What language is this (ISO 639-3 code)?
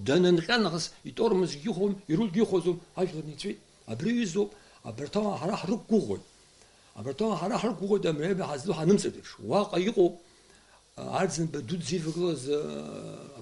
abk